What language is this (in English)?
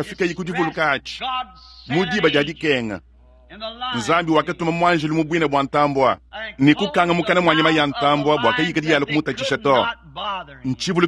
Luba-Lulua